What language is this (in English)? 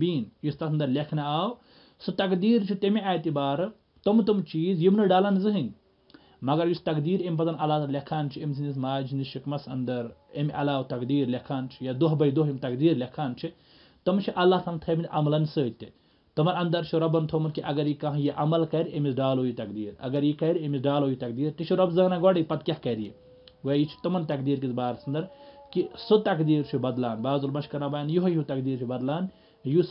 Kashmiri